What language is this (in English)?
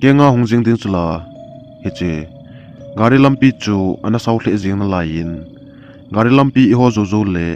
Thado Chin